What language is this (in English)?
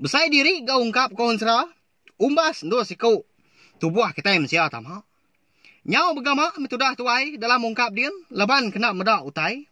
Iban